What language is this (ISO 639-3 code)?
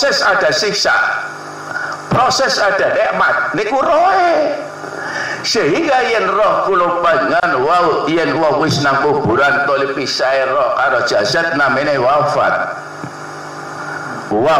jav